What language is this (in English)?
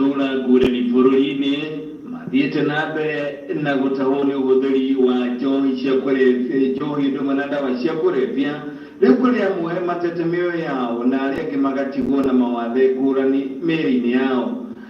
Kikuyu